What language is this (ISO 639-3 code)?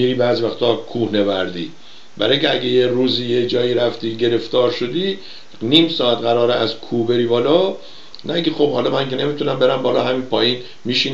fas